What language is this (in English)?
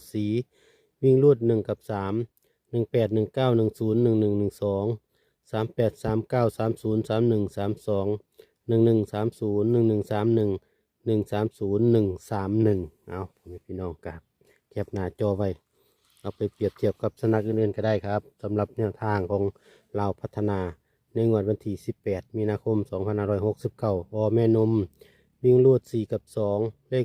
Northeastern Thai